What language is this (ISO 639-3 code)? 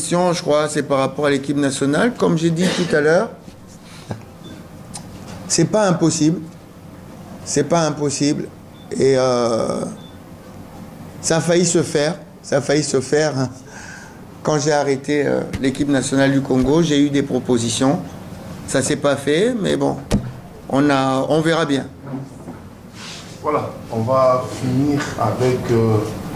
fra